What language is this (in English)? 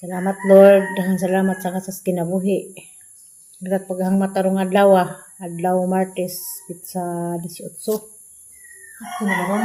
Cebuano